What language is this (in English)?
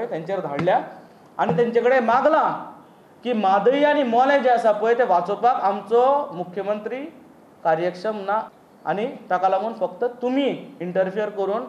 Konkani